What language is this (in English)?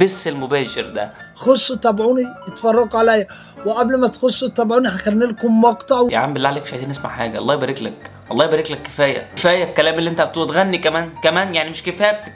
Egyptian Arabic